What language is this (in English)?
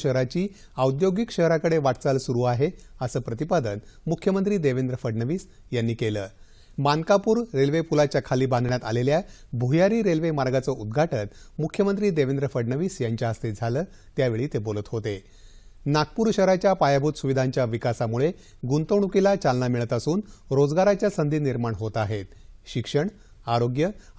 Marathi